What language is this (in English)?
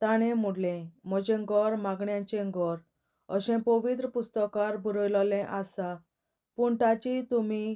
Konkani